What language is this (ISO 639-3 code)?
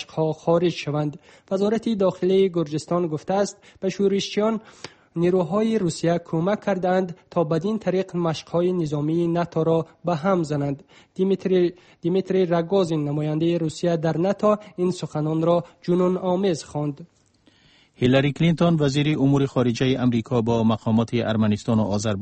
fas